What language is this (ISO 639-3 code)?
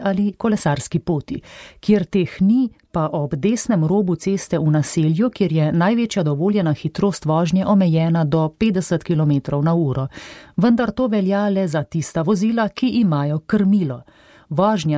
slv